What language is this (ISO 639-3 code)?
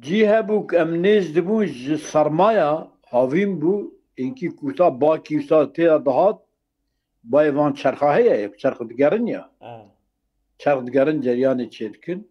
kur